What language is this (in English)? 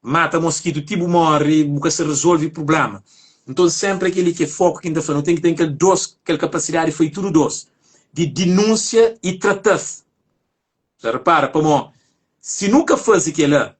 Kabuverdianu